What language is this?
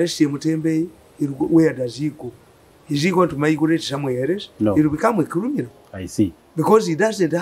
English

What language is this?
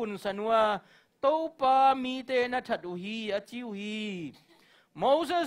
Tedim Chin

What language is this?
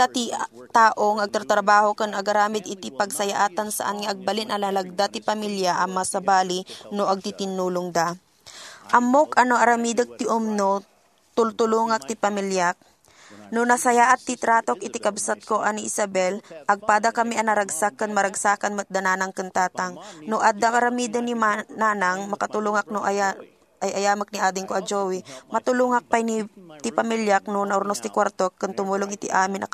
Iloko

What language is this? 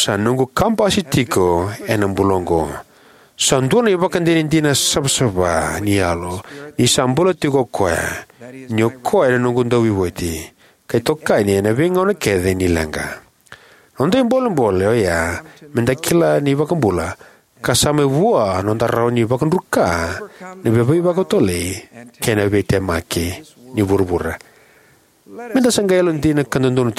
Fijian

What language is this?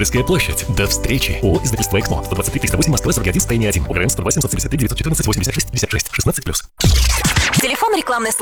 Russian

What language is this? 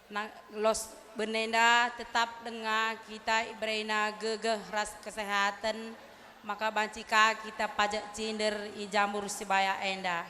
Batak Karo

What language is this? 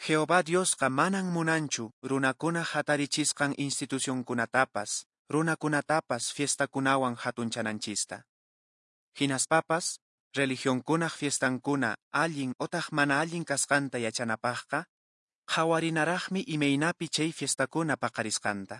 Quechua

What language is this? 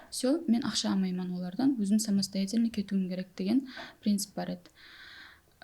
Kara-Kalpak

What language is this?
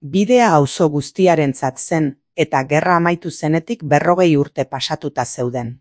Basque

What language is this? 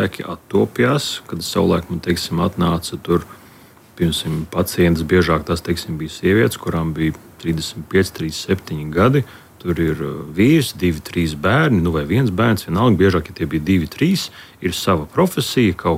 Latvian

